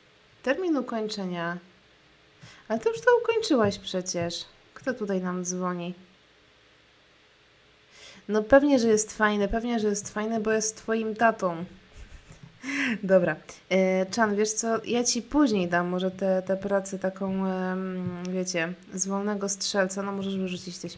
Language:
Polish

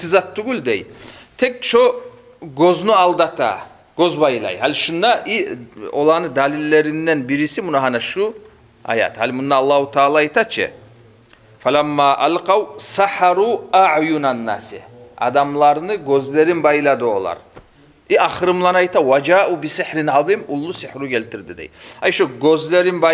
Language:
Kumyk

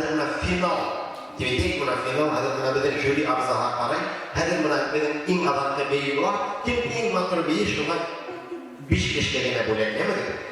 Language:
Bashkir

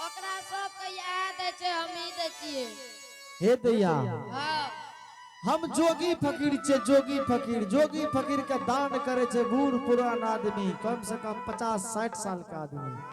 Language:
Angika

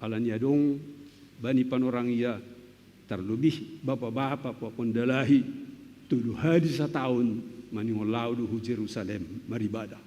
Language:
Batak Simalungun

